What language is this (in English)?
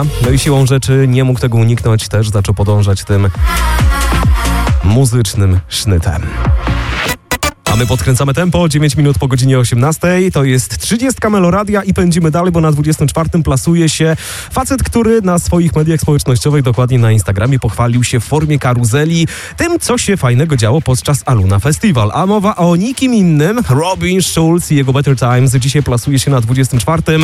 Polish